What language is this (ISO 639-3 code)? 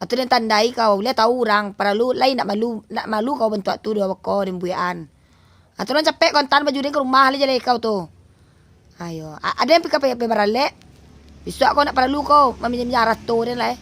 min